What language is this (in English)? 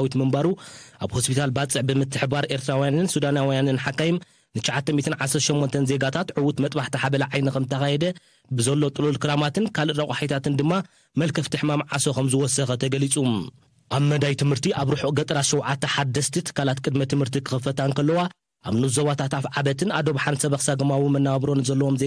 Tigrinya